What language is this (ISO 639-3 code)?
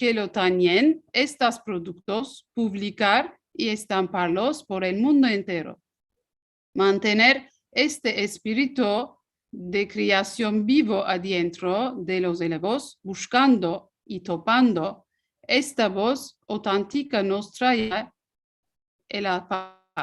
lad